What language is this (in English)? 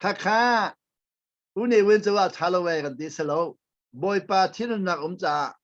Hakha Chin